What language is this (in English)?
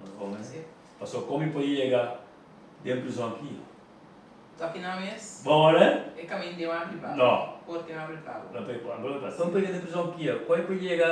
Papiamento